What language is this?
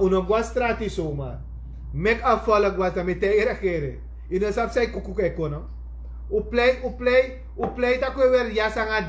Sranan Tongo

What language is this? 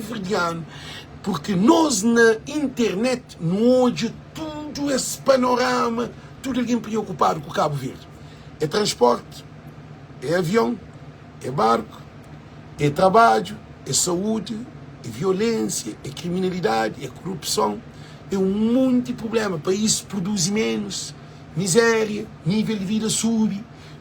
Kabuverdianu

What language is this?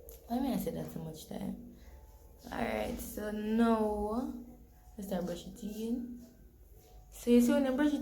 Jamaican Creole English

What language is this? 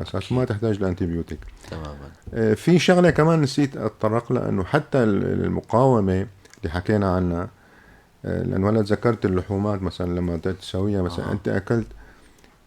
North Levantine Arabic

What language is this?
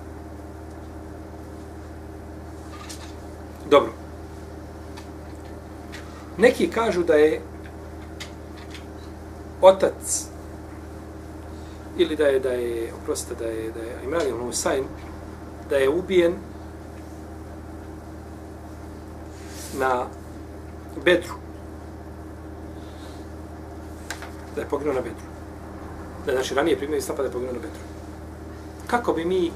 Bosnian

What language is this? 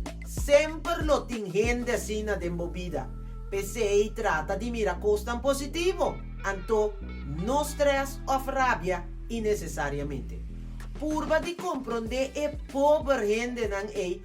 Papiamento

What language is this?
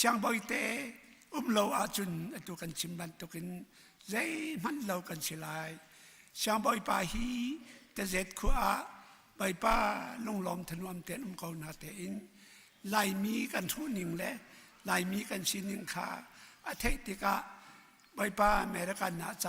Hakha Chin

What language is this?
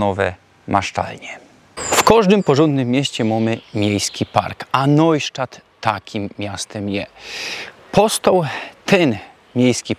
Silesian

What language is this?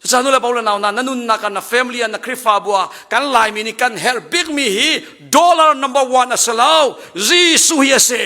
Hakha Chin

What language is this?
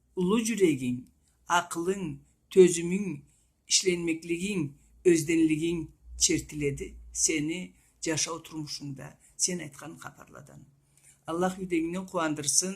Karachay-Balkar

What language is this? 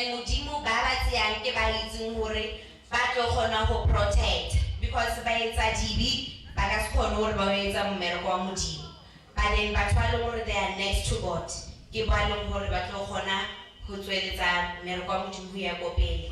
Northern Sotho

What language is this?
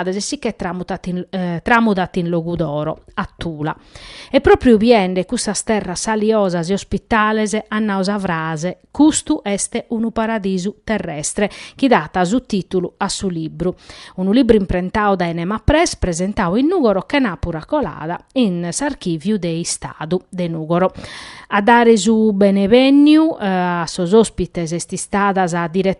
Sardinian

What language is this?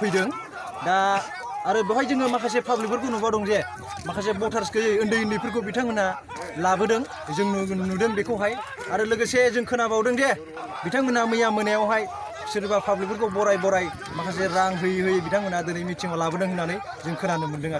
Bodo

